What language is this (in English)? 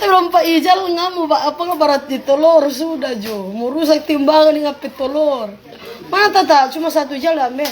Manado Malay